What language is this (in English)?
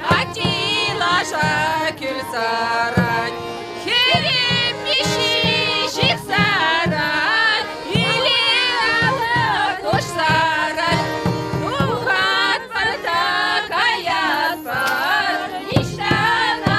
Chuvash